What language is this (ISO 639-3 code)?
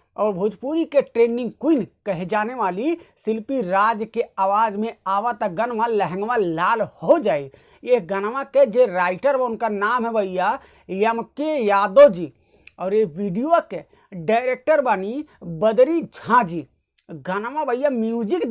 bho